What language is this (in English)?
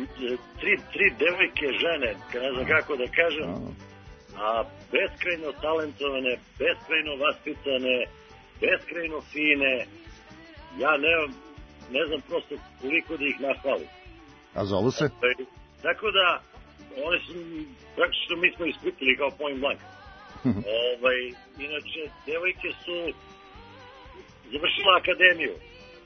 Serbian